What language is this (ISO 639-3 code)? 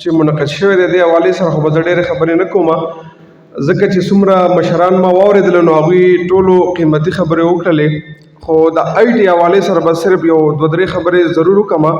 pus